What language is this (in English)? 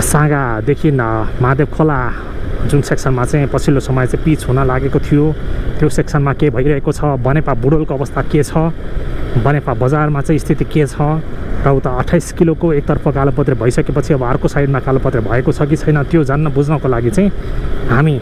Nepali